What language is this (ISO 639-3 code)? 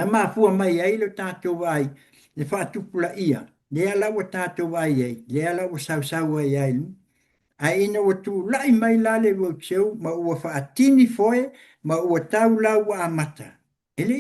smo